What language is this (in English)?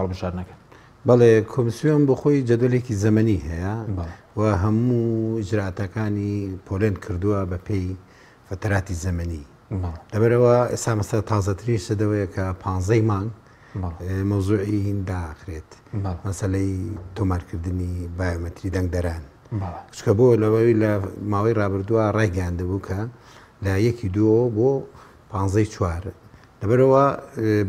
Central Kurdish